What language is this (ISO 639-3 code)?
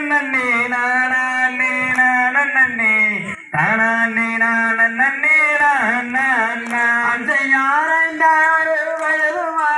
tam